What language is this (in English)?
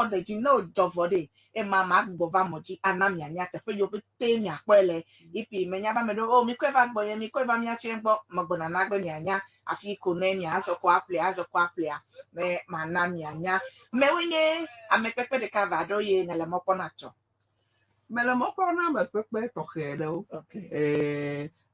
Ewe